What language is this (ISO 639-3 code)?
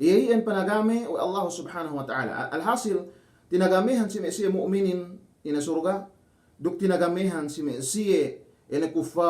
yka